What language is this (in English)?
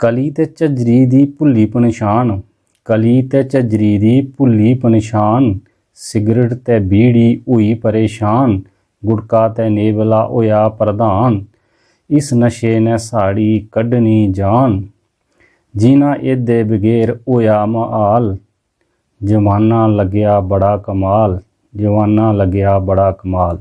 Dogri